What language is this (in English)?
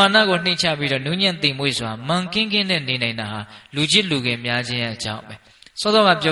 Burmese